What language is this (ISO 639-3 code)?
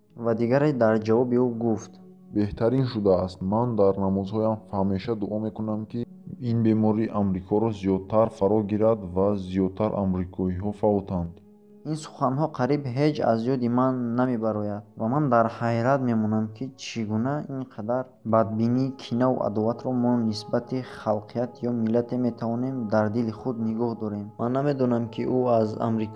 tgk